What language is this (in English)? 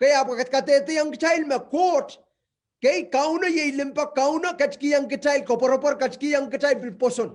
Pohnpeian